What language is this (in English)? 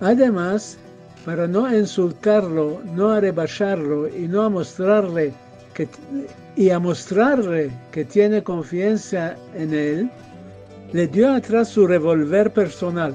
Ladino